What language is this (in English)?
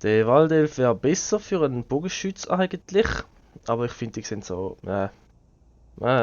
Swiss German